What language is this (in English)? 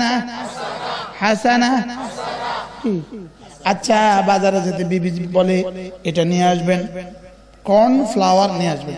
Bangla